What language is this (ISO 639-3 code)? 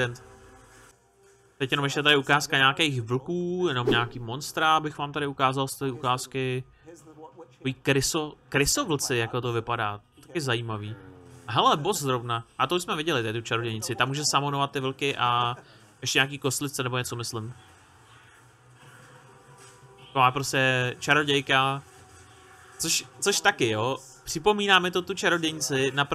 ces